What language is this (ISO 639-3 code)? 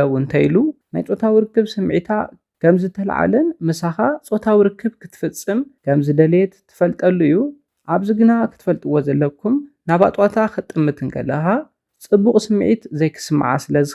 tir